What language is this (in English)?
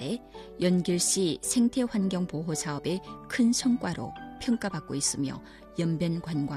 Korean